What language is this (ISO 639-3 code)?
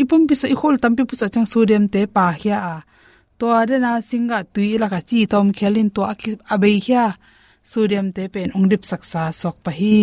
ctd